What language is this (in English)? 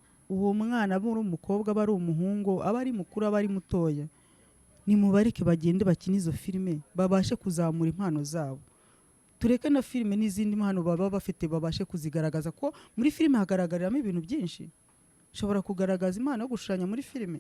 Kinyarwanda